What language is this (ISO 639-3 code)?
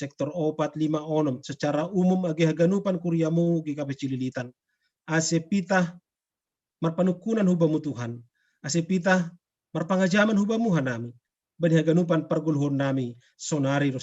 bts